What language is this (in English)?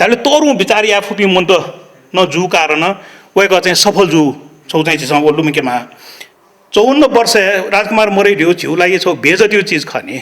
Newari